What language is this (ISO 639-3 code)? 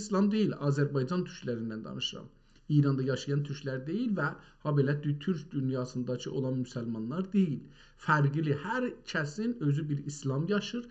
azb